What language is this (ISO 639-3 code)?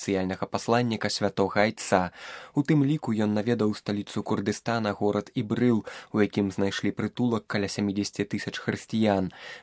bel